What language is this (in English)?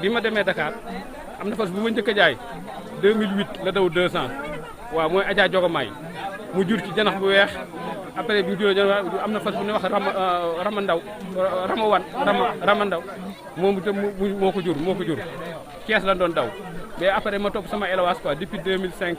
Wolof